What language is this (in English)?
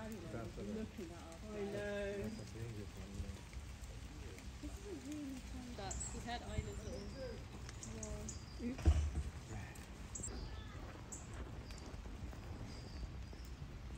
English